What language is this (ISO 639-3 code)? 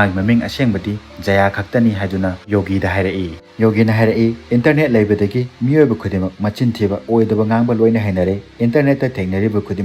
mni